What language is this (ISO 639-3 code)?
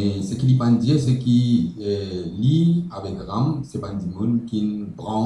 mfe